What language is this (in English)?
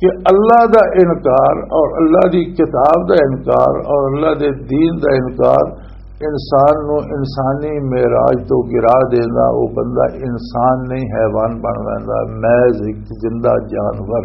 Western Panjabi